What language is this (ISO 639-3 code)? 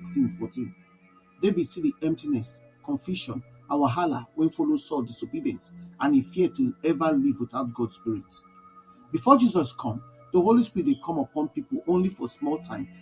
pcm